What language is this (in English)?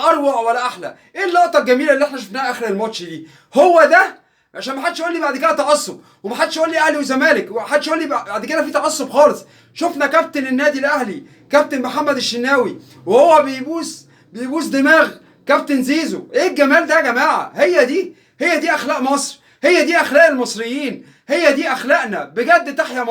Egyptian Arabic